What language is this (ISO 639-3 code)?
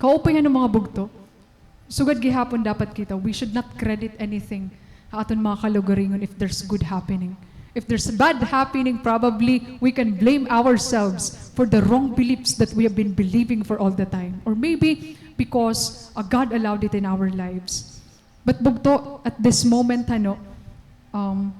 war